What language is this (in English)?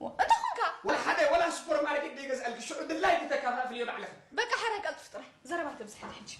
Tigrinya